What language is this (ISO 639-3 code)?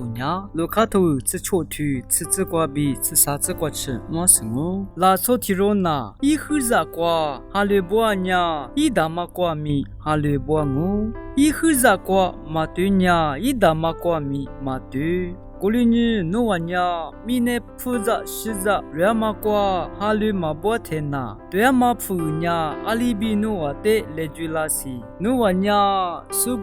lis